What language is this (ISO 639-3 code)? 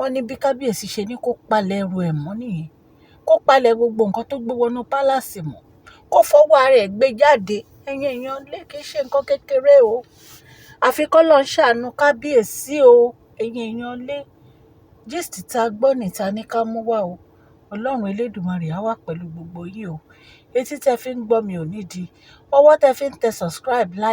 yor